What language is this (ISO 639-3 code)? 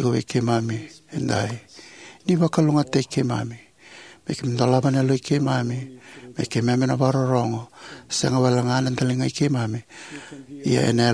fij